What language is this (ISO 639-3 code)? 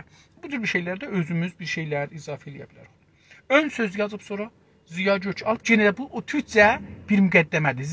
azb